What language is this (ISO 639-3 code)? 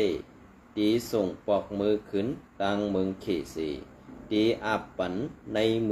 shn